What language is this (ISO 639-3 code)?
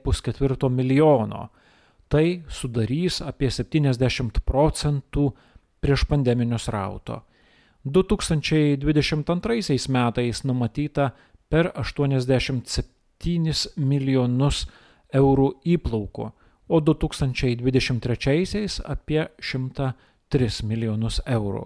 lit